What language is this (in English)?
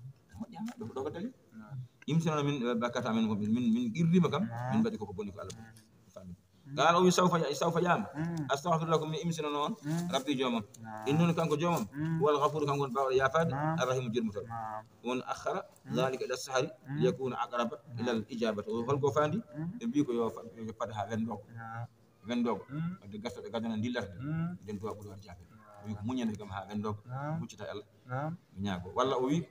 Fula